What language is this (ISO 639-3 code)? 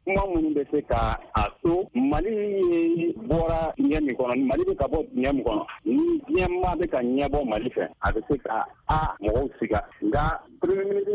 bam